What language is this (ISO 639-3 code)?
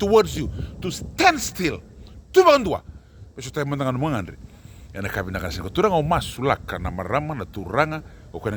fij